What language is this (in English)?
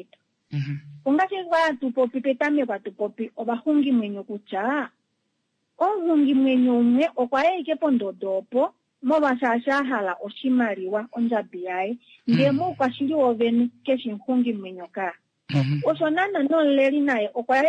Kuanyama